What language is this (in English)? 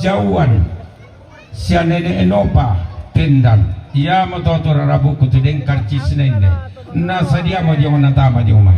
Toraja-Sa'dan